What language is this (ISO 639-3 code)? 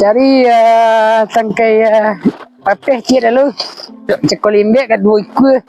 min